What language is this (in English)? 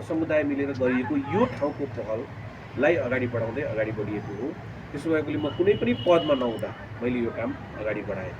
Nepali